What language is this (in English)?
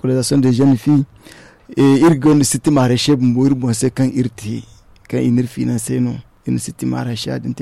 Zarma